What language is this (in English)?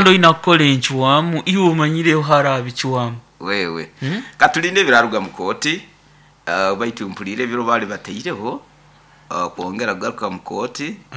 Nyoro